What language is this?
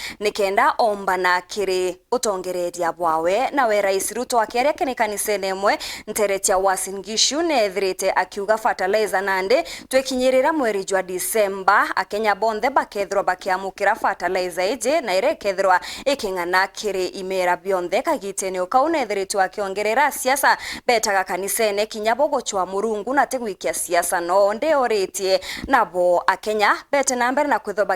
Meru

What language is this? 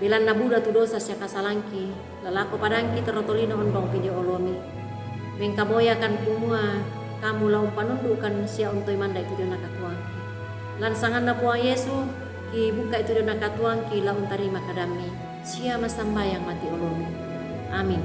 Toraja-Sa'dan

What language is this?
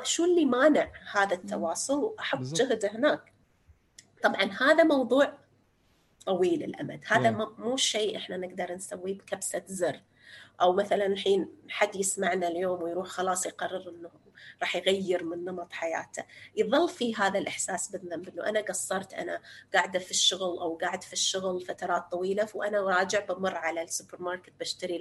North Levantine Arabic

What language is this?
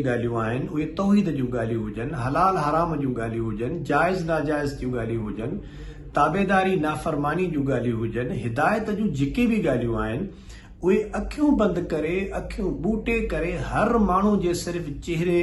Sindhi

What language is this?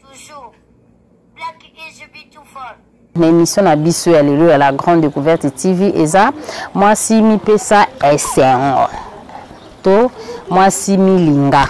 Lingala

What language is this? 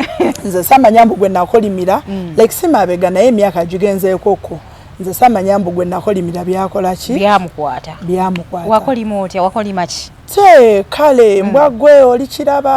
Ganda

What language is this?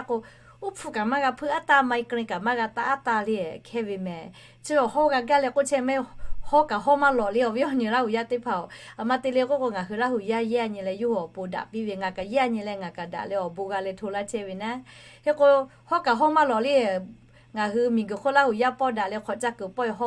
Lahu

